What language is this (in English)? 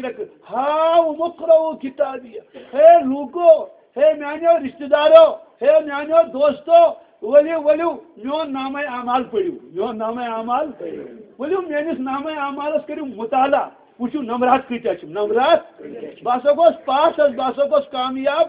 Kashmiri